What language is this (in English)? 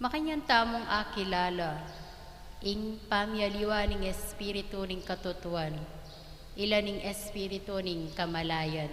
Pampanga